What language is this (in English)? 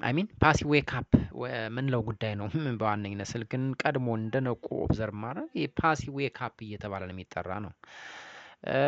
Amharic